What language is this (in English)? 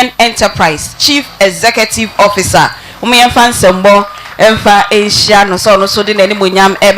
Akan